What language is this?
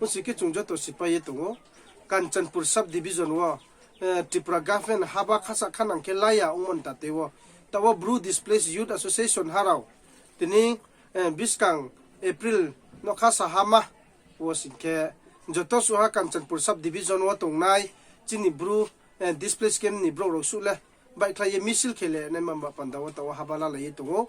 Riang (India)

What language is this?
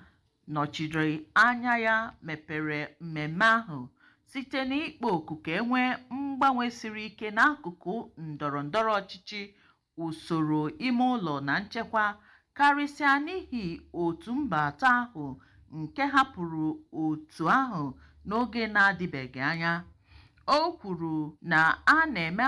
Igbo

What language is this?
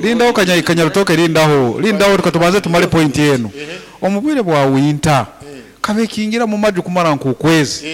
Nyankole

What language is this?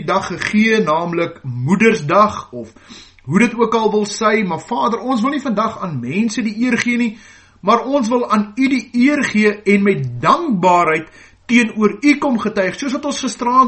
Afrikaans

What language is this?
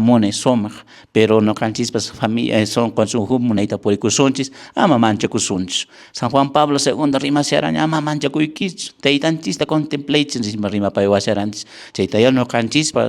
Quechua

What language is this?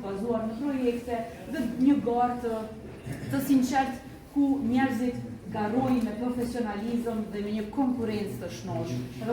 Albanian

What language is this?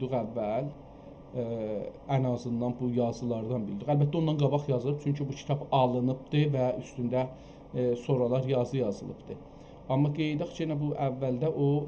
South Azerbaijani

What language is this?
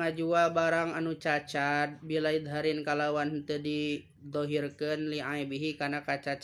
Sundanese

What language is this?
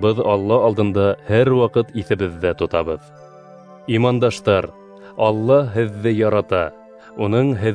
Bashkir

